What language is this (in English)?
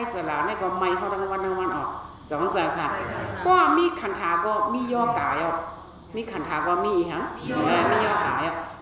Shan